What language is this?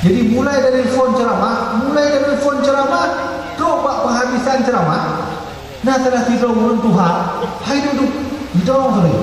Achinese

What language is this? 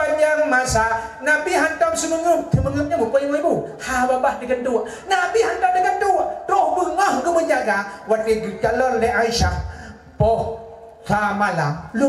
Achinese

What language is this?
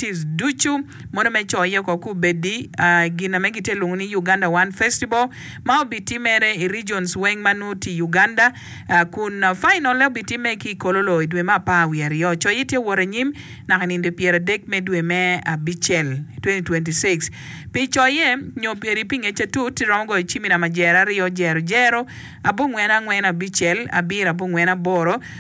Acoli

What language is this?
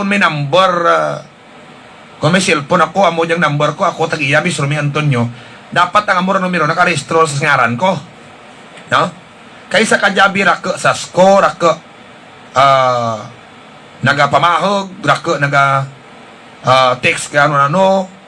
Hiligaynon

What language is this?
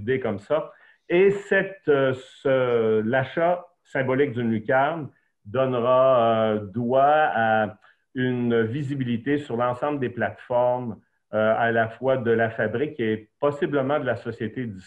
French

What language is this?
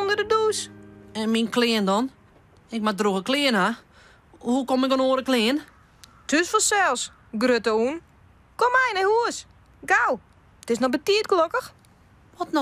Western Frisian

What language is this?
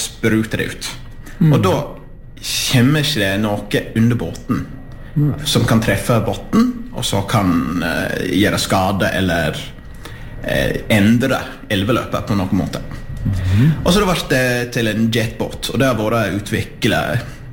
Norwegian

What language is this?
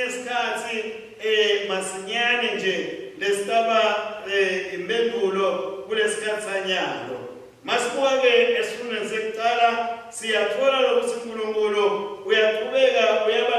Swati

